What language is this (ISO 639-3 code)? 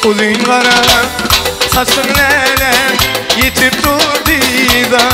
tuk